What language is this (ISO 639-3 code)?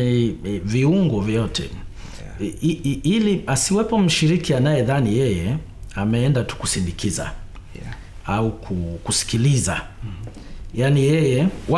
swa